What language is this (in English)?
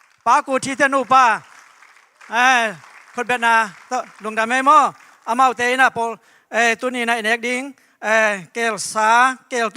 Tedim Chin